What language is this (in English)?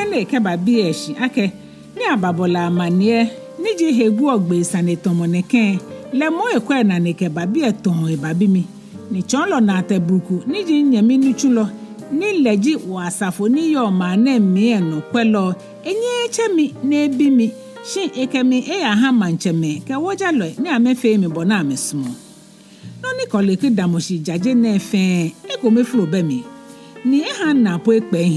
Ga